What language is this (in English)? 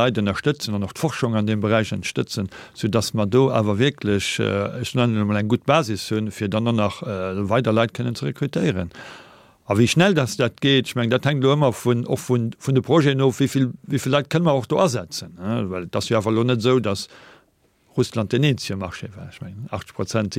Luxembourgish